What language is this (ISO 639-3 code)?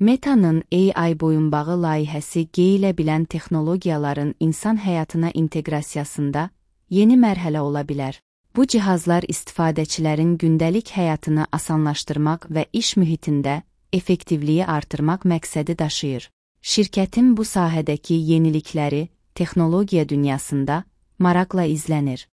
aze